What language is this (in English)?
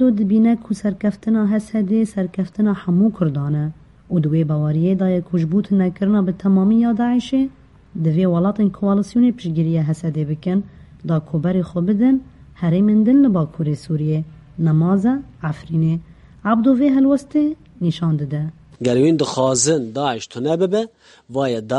Kurdish